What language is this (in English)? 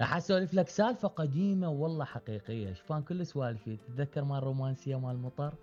Mesopotamian Arabic